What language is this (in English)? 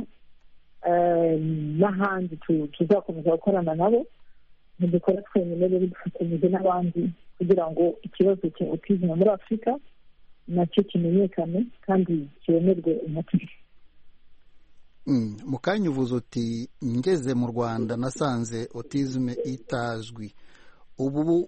Kinyarwanda